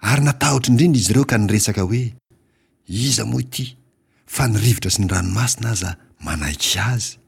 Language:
Malagasy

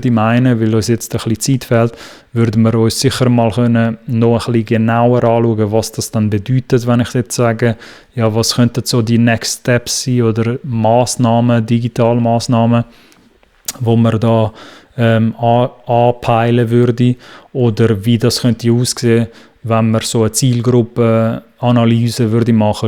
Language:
Swiss German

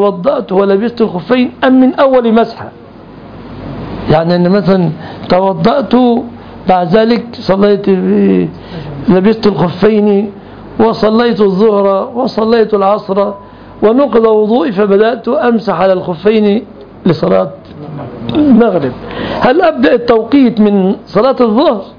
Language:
Arabic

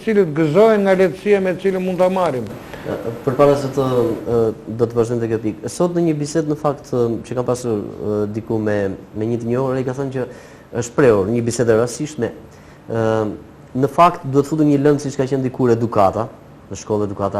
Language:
Albanian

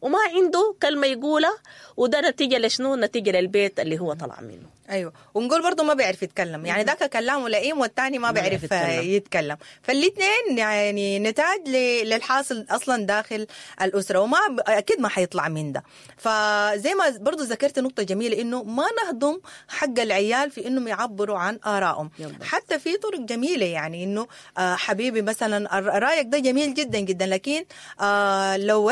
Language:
Sudanese Arabic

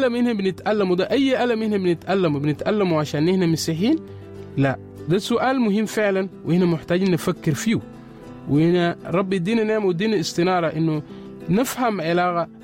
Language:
Sudanese Arabic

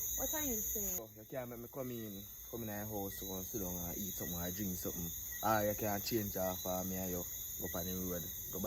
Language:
Jamaican Creole English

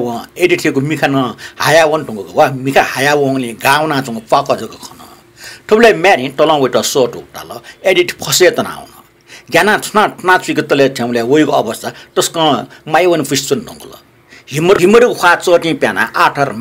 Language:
Newari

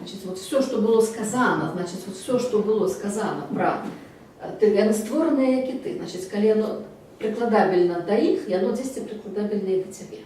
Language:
Belarusian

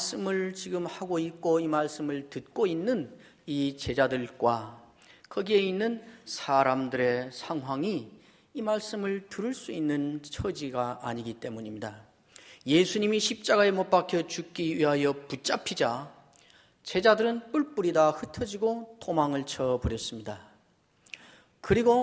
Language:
Korean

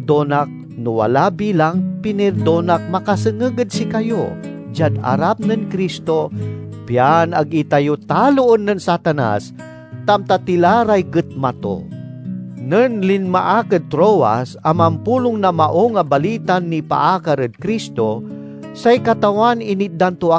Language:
Pangasinan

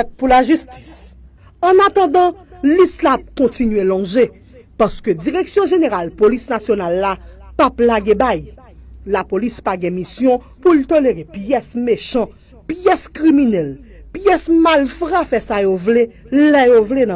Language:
Haitian Creole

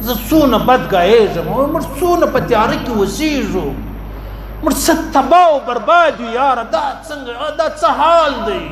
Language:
Pashto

